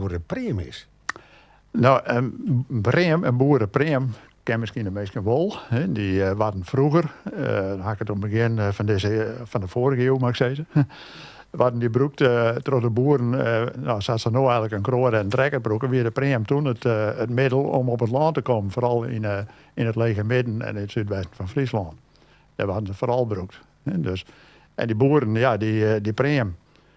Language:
Western Frisian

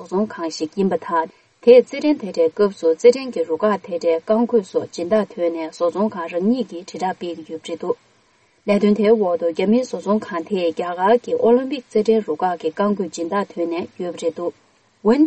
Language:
Tibetan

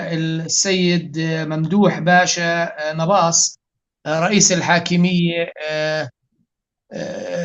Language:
North Levantine Arabic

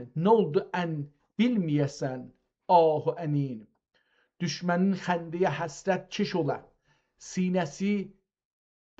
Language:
South Azerbaijani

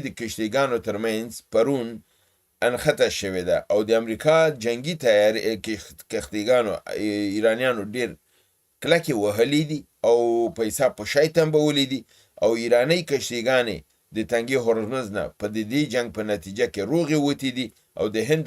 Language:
Pashto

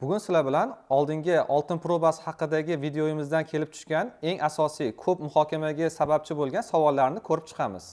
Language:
Uzbek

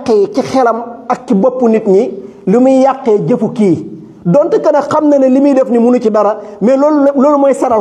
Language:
Wolof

